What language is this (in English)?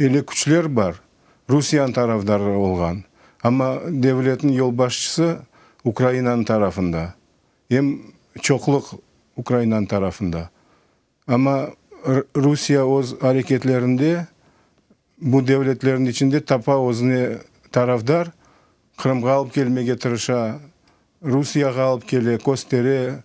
Crimean Tatar